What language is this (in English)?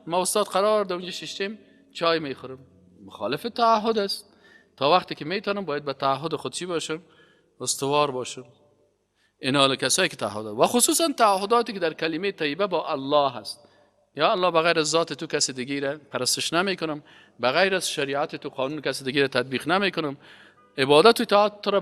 Persian